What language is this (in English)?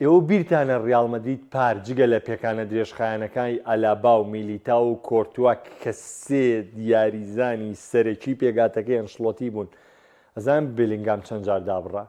Central Kurdish